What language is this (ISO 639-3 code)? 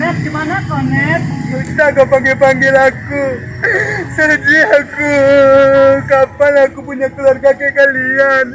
min